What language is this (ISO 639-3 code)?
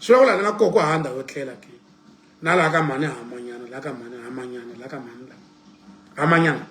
tso